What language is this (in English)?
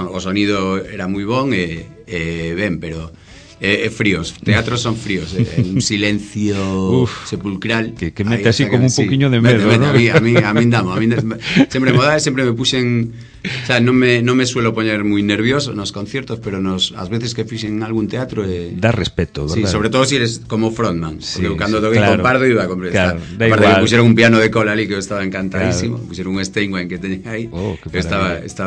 Galician